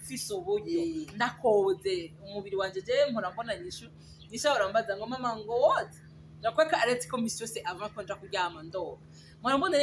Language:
Rundi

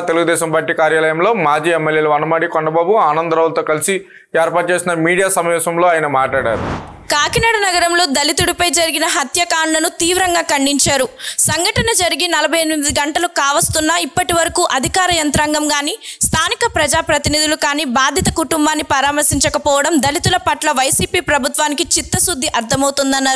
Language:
Telugu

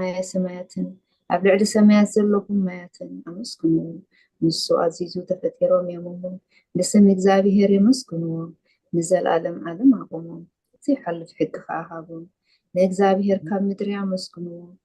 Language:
Tigrinya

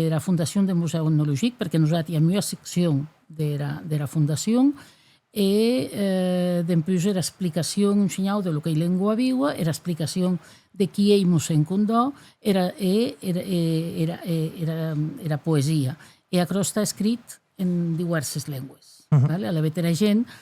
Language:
Occitan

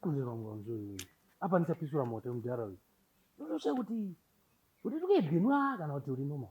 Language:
Shona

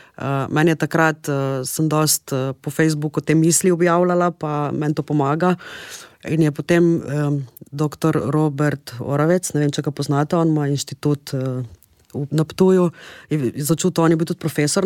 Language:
Slovenian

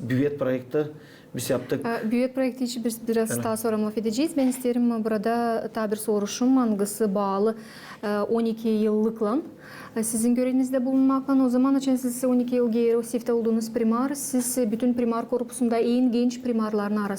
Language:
Gagauz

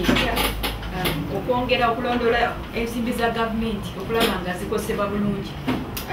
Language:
Ganda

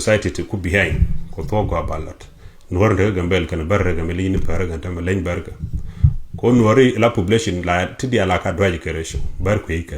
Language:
Nuer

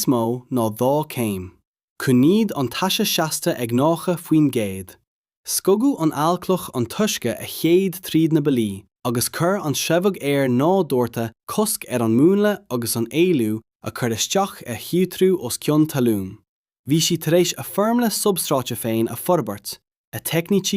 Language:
Irish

